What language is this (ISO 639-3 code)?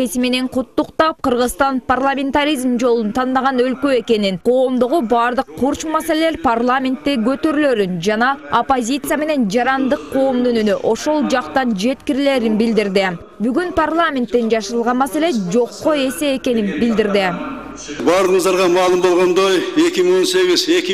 kir